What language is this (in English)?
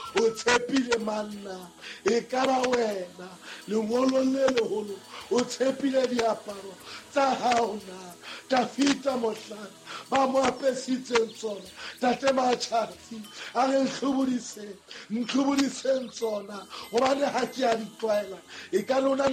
Southern Sotho